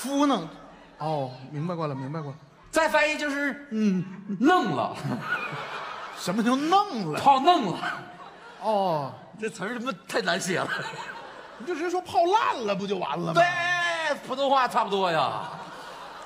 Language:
Chinese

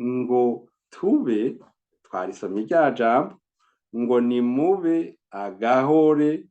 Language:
Rundi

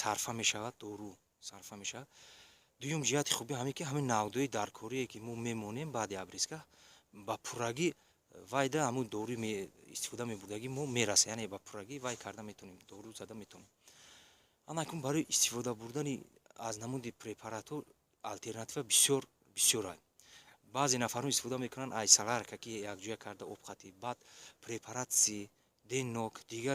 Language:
Tajik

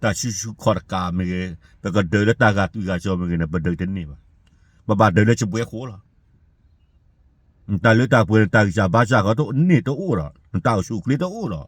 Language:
S'gaw Karen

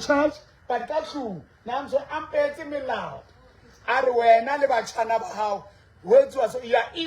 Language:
Southern Sotho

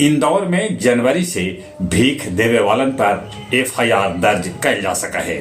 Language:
Magahi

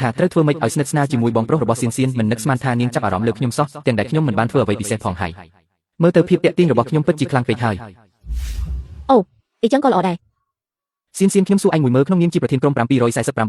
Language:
Khmer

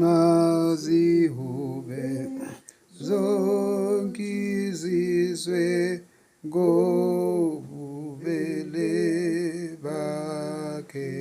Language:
Zulu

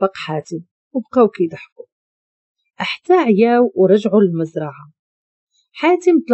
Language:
Moroccan Arabic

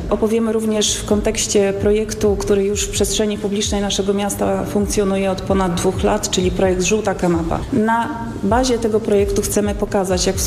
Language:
Polish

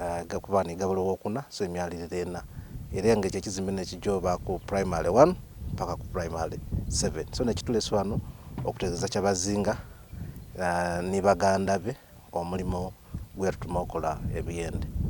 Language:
Soga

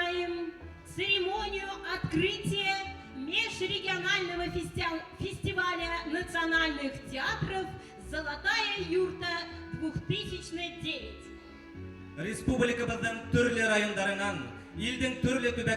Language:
Bashkir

